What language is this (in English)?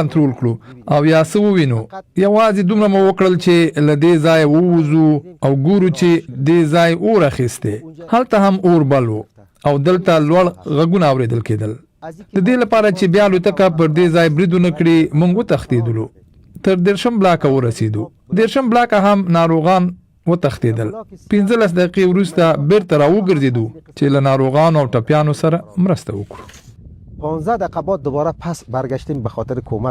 Pashto